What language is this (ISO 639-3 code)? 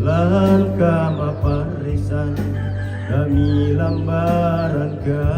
sda